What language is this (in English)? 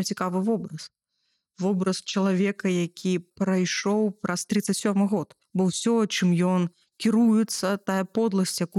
Belarusian